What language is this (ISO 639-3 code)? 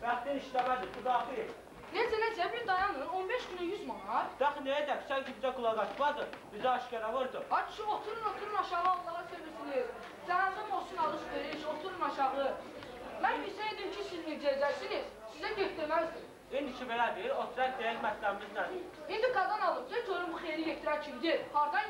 aze